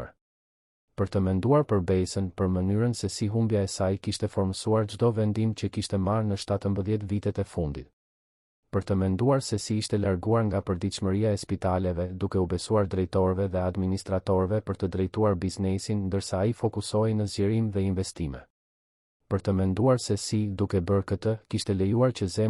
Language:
Albanian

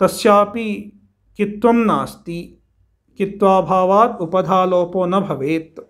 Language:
Sanskrit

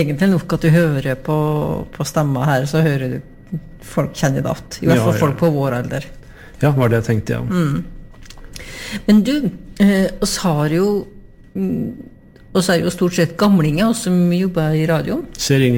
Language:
Norwegian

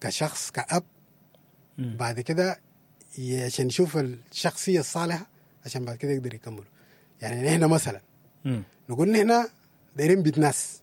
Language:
Sudanese Arabic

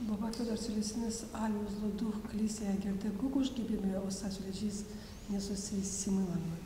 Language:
Gagauz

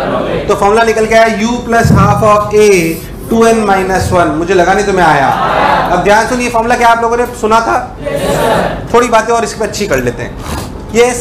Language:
Hindi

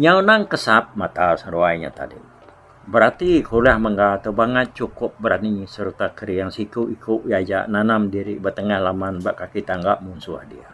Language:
Iban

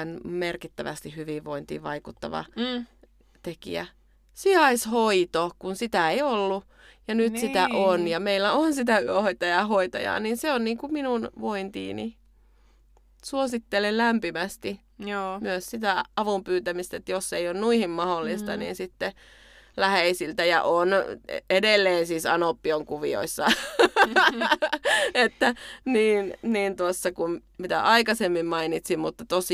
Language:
Finnish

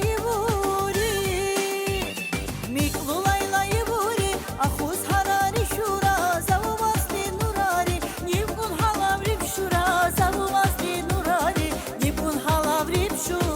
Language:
Tabassaran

